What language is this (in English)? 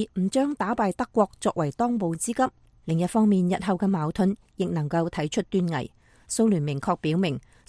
Cantonese